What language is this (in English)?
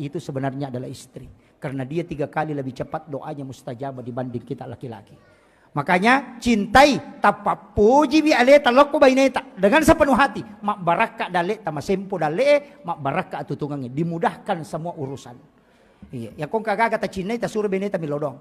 Buginese